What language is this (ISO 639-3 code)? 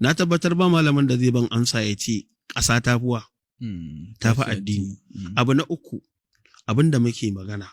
hau